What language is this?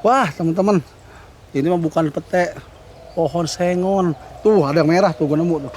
Betawi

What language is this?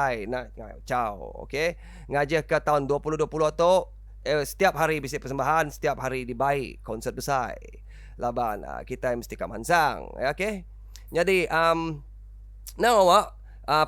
Iban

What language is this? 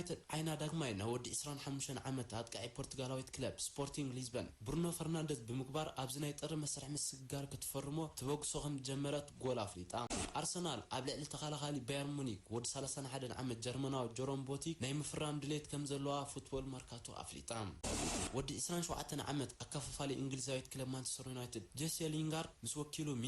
Tigrinya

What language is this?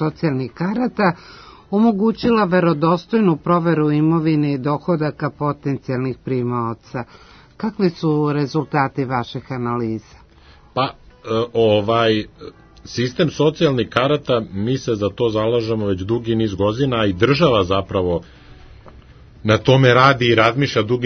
Serbian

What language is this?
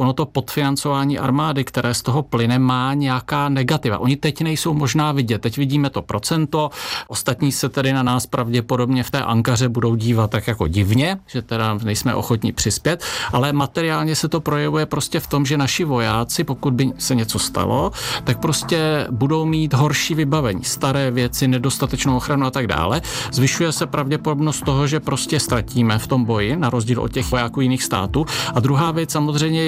Czech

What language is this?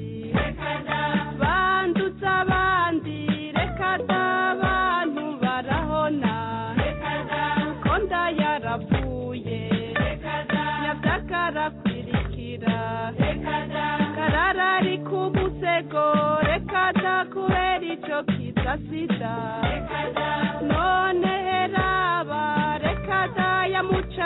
Kinyarwanda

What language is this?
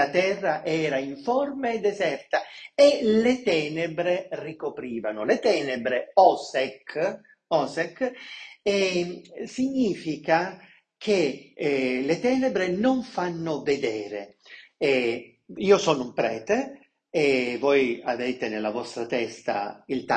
Italian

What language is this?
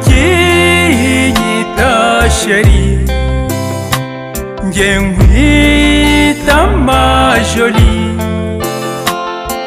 Kinyarwanda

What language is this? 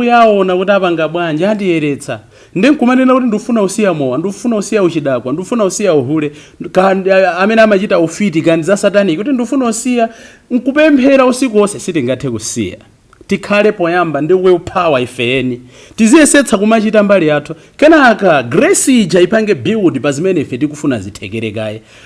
Nyanja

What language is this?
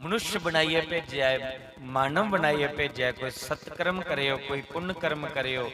Dogri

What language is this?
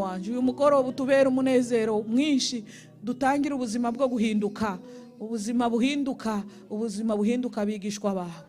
Kinyarwanda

